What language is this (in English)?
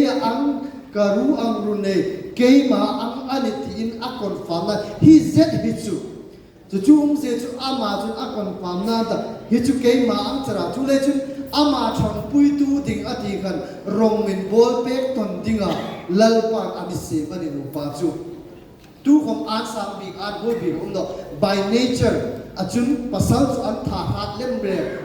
Hmar